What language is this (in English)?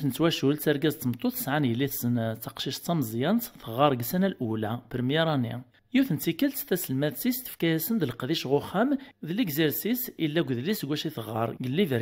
Kabyle